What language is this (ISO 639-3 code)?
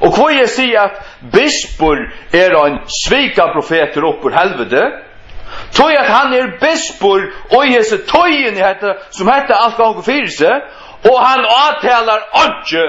fao